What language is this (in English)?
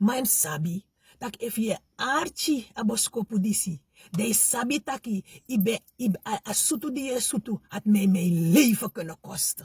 Sranan Tongo